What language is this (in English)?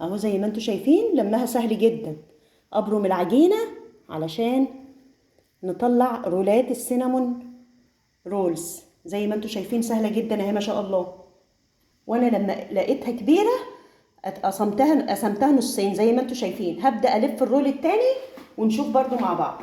Egyptian Arabic